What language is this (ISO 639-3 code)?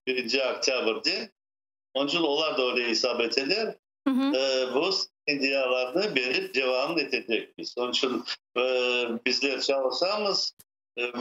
crh